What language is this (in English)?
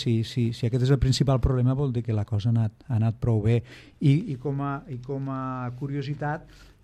Catalan